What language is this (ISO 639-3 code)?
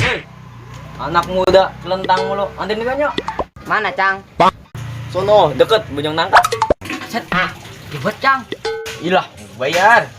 bew